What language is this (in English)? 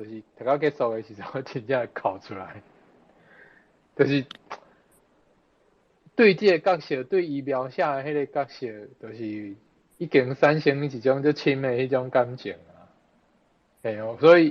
Min Nan Chinese